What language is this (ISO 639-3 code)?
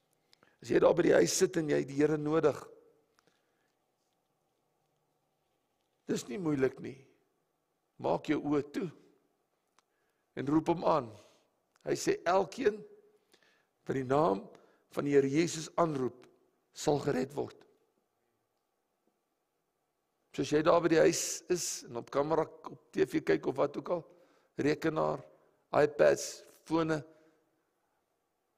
afr